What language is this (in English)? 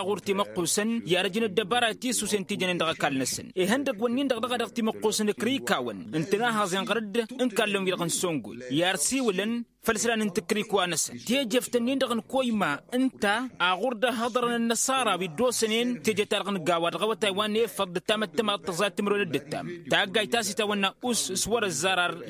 Tamasheq